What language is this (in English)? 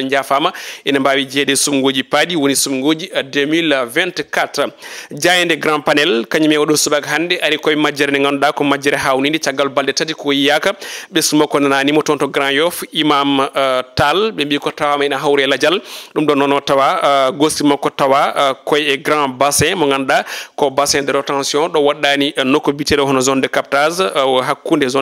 Fula